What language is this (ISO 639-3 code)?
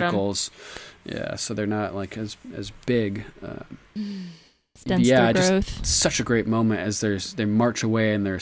eng